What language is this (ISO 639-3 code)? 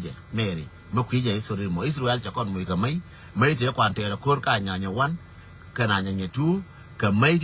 nus